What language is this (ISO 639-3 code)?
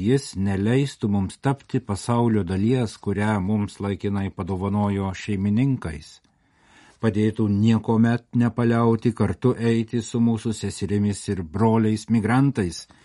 lit